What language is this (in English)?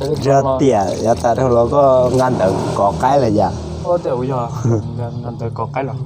Hmong